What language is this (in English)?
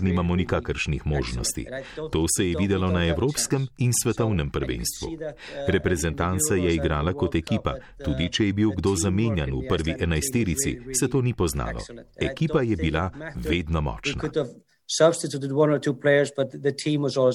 Slovenian